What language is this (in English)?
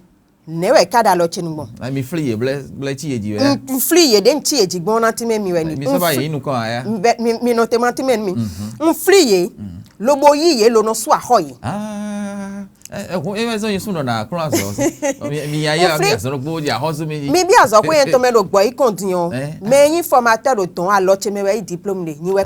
Fon